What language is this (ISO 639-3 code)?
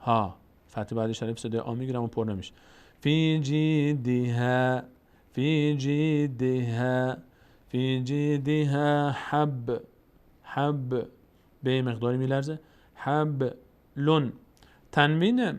fas